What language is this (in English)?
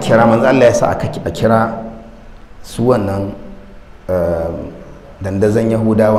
Hausa